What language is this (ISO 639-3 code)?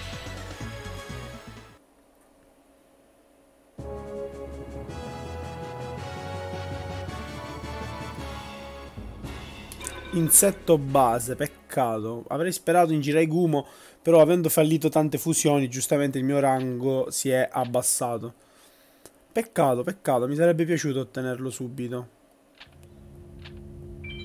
ita